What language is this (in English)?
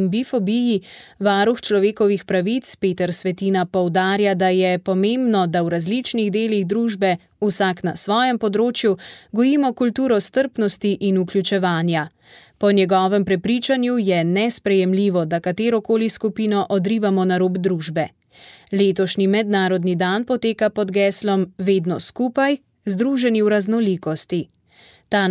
Slovenian